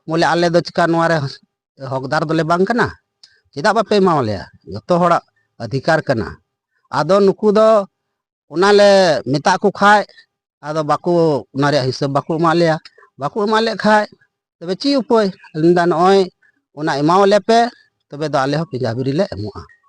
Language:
Santali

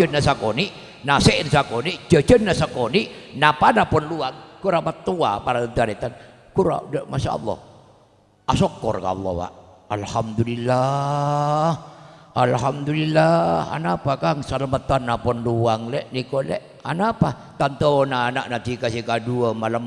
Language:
Madurese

